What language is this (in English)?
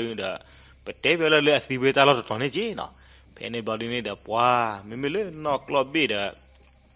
S'gaw Karen